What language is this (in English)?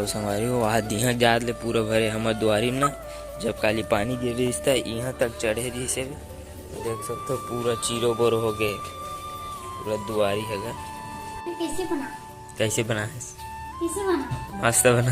Chhattisgarhi